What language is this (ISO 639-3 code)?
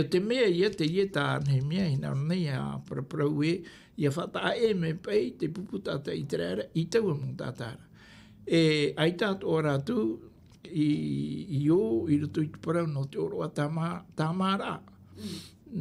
tah